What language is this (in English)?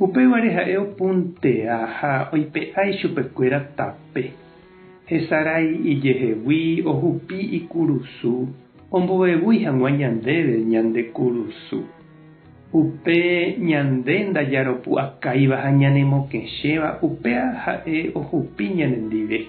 Guarani